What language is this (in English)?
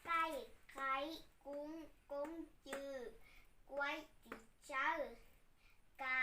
Hmong